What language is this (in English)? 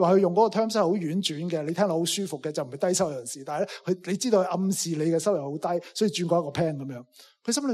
Cantonese